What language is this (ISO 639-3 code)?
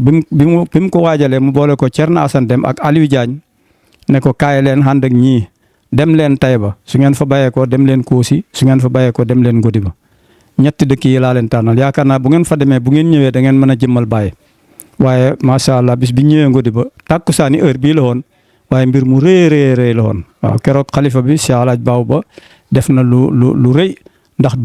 wol